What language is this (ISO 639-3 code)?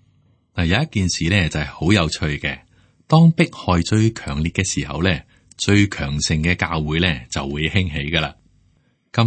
yue